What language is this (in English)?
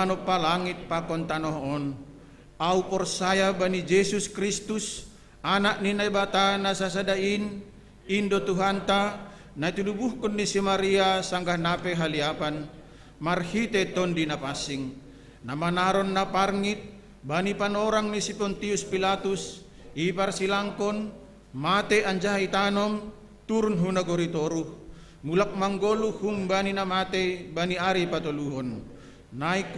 Batak Simalungun